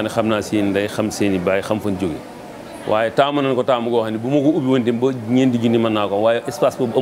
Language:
Wolof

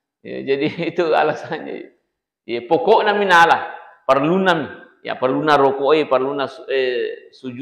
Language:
Buginese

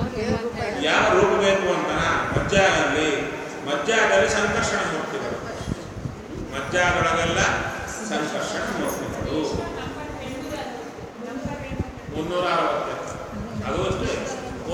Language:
Kannada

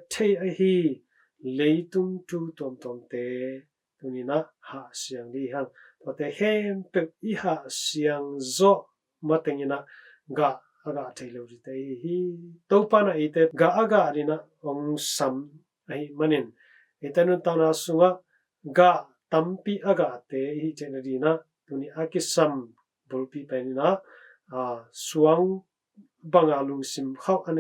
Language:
Tedim Chin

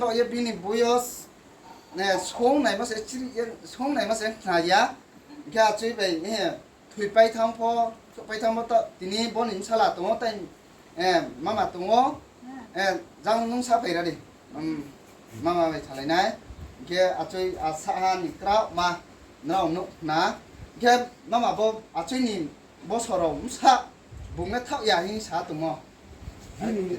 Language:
Riang (India)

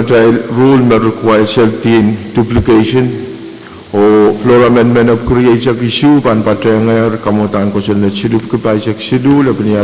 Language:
Pohnpeian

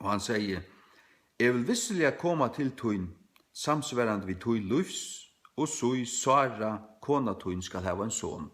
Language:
Faroese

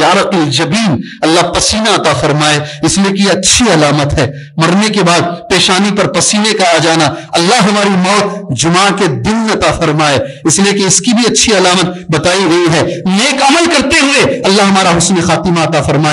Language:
Urdu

